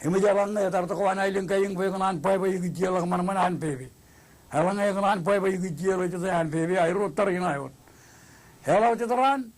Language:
Marshallese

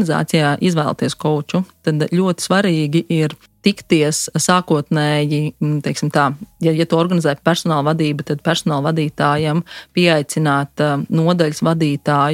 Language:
Latvian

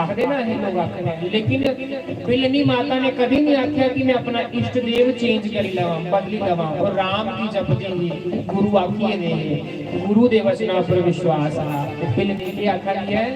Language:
Dogri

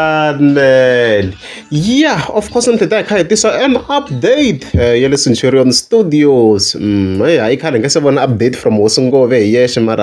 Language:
Tsonga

